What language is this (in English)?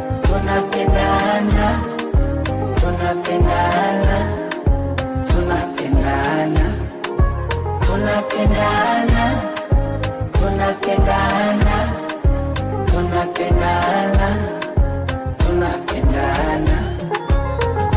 Swahili